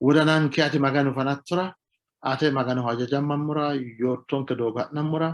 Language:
Sidamo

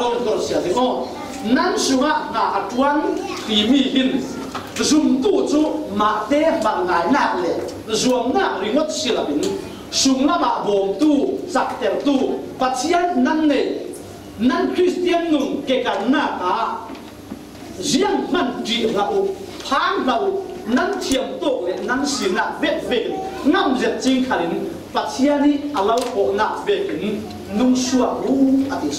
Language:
Falam Chin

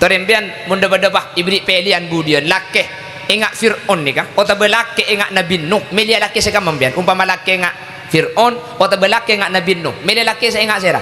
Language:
Madurese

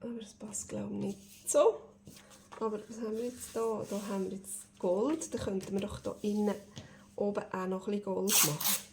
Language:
Swiss German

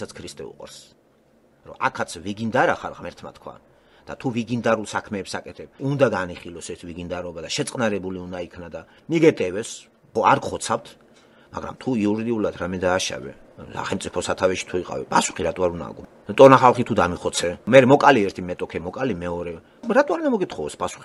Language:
Georgian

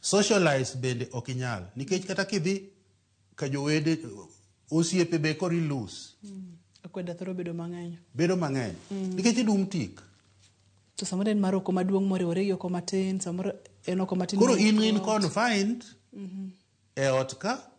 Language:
Luo (Kenya and Tanzania)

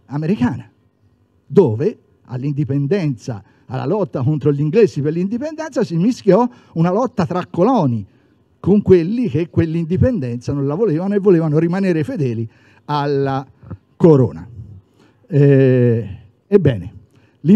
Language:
Italian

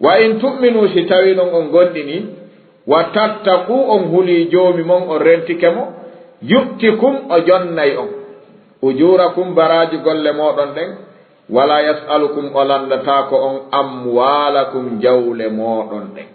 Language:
Fula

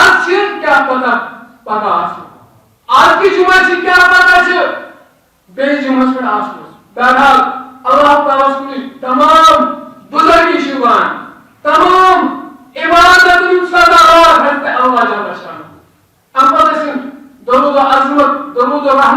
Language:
Kashmiri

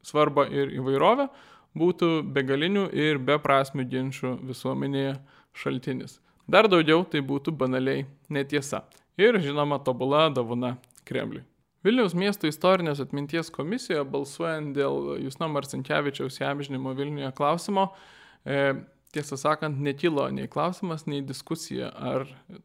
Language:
Lithuanian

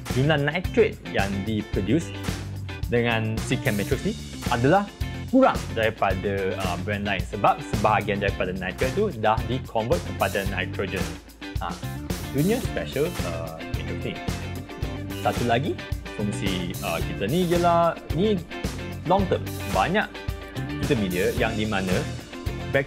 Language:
Malay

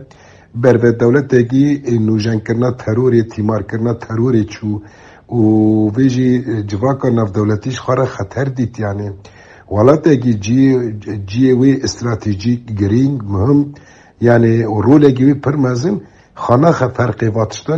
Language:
Kurdish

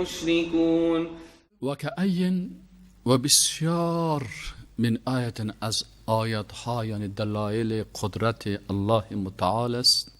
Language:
Persian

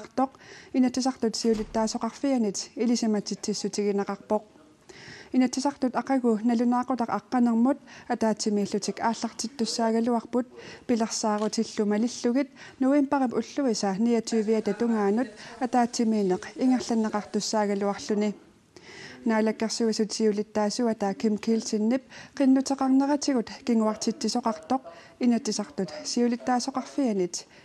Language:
Kalaallisut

